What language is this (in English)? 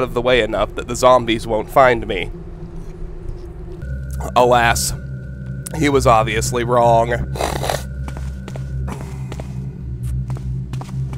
English